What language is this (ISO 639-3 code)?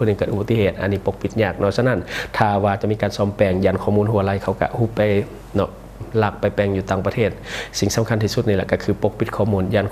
lao